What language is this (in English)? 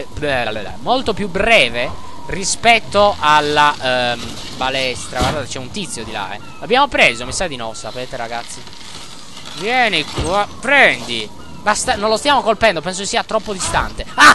Italian